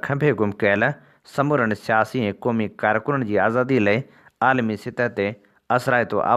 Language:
Sindhi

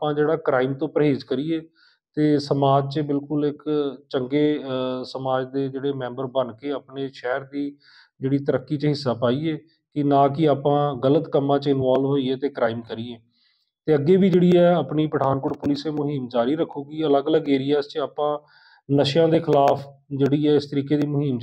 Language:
Punjabi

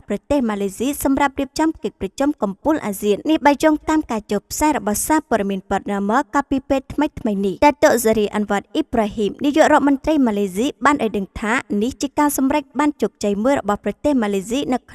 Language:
Khmer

